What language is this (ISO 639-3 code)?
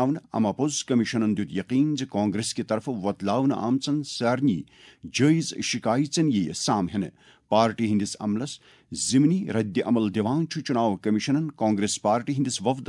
kas